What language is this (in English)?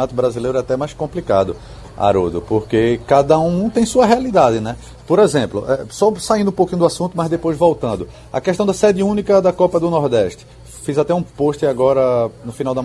Portuguese